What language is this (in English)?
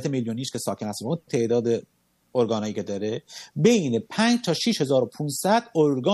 Persian